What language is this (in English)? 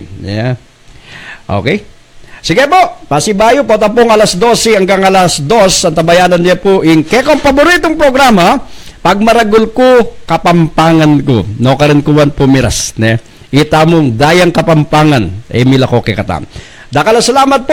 Pampanga